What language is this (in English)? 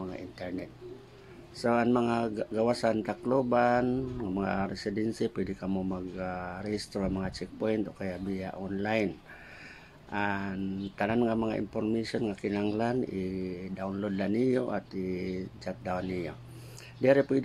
Waray